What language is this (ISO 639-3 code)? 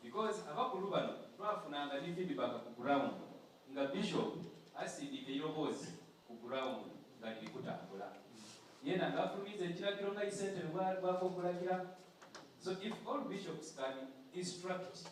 xog